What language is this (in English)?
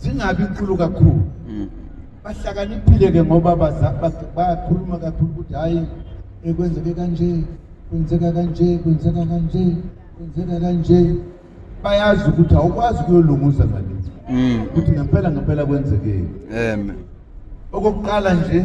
Zulu